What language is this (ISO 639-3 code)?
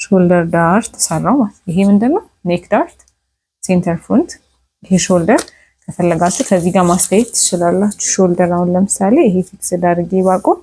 amh